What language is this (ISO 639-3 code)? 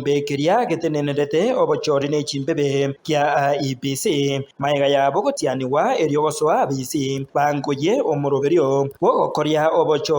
guz